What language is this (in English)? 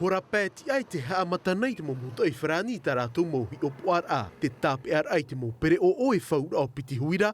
Tahitian